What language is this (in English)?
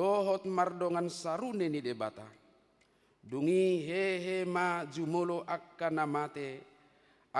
Batak Toba